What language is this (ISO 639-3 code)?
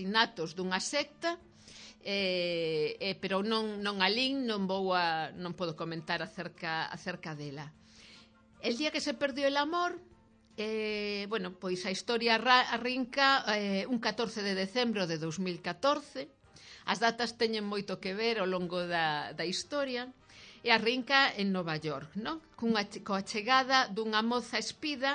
glg